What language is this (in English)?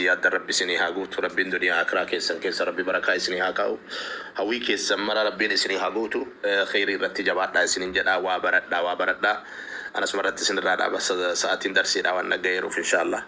Oromo